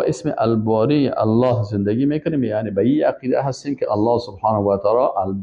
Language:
Persian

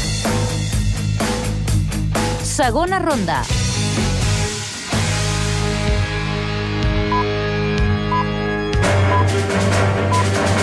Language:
Catalan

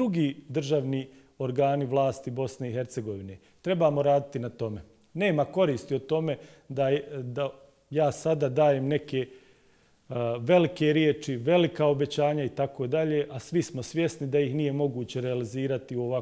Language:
Bosnian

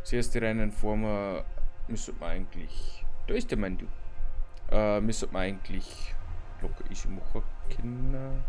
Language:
Bavarian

